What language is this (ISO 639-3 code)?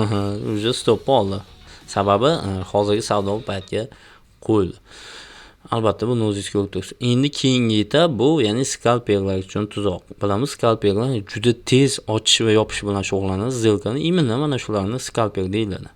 uzb